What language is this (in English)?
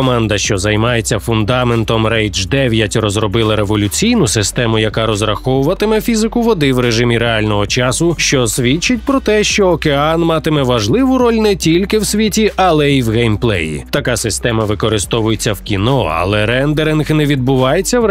Ukrainian